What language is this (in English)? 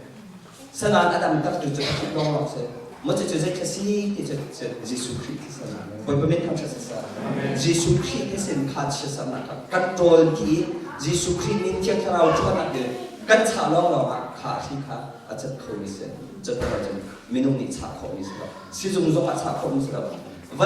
Hakha Chin